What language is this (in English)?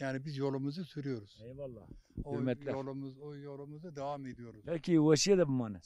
Zaza